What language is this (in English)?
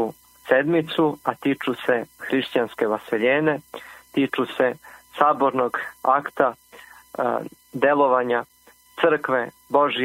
Serbian